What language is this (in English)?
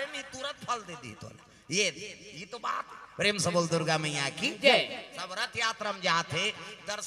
Chhattisgarhi